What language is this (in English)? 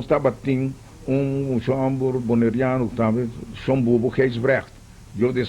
Papiamento